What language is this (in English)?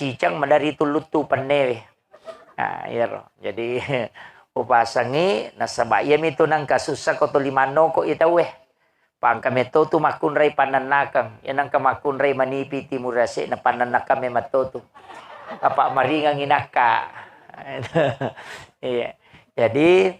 Buginese